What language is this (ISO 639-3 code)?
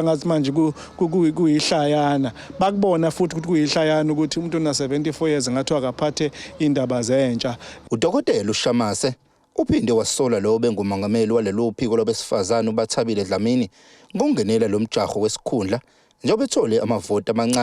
zul